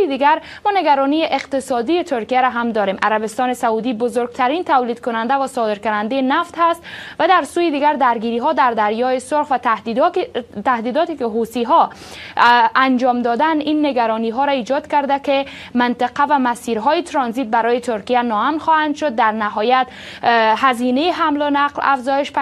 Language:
Persian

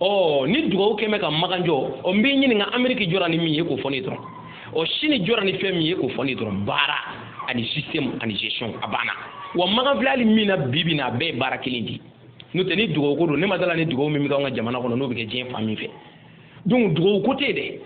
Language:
Bambara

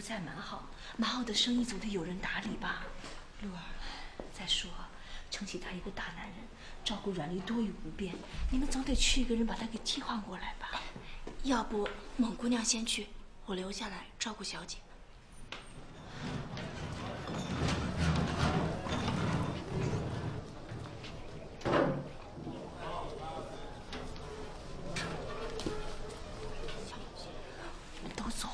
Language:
Chinese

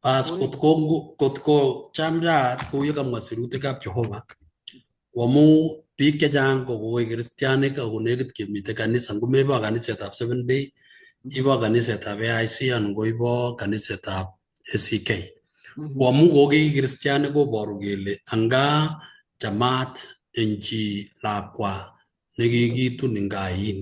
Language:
Kalenjin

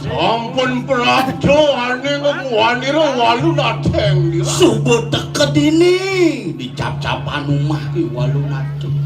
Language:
Balinese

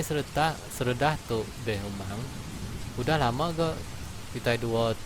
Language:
Iban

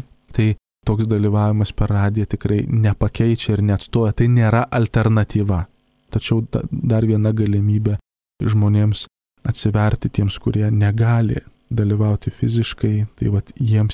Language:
Lithuanian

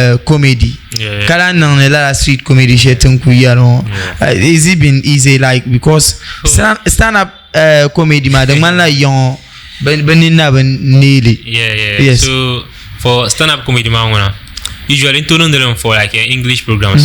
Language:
Dagbani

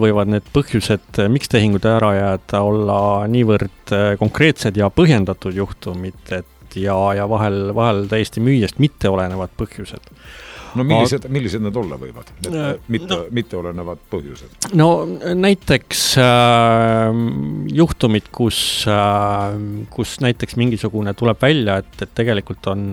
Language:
Estonian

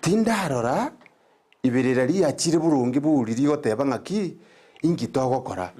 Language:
Gusii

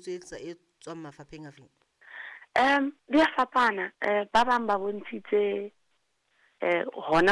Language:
Southern Sotho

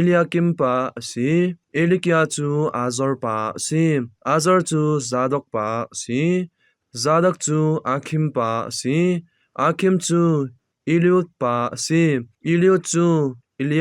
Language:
Hakha Chin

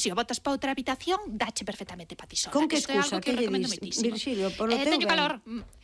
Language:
Galician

